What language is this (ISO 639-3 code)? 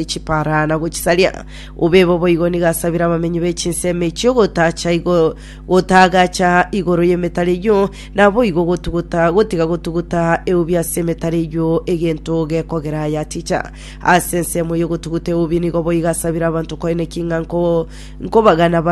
guz